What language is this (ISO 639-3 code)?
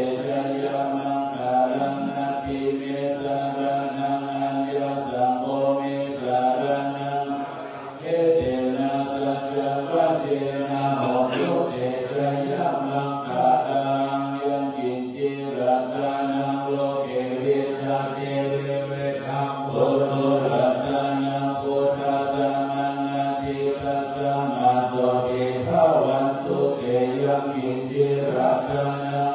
pli